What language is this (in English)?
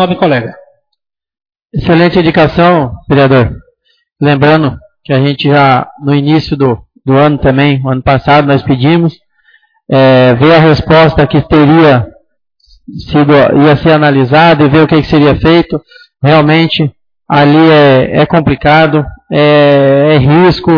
Portuguese